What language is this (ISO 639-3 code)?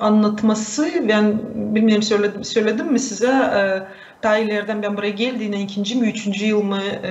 gag